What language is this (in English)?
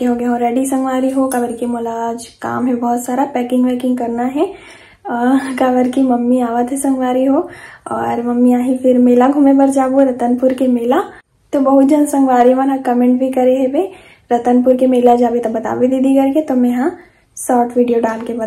Chhattisgarhi